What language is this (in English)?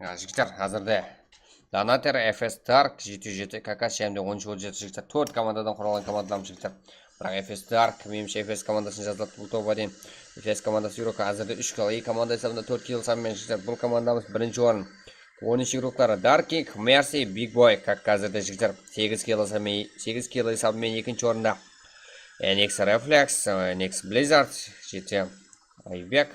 Kara-Kalpak